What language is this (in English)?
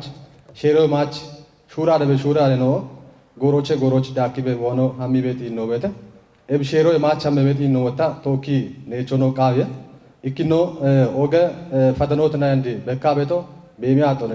Kafa